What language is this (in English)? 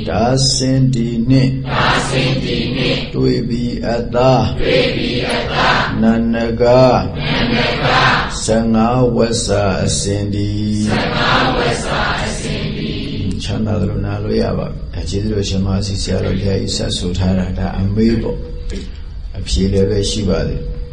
Burmese